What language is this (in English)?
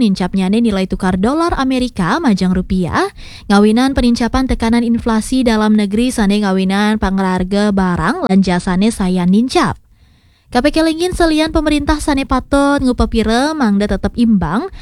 Balinese